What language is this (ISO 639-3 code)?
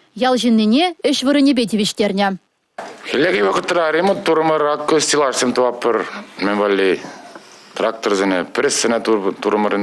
chv